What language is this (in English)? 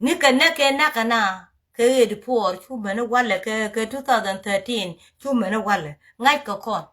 Nuer